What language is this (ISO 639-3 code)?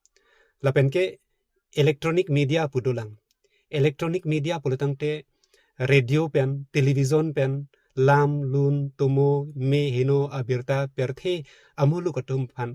mjw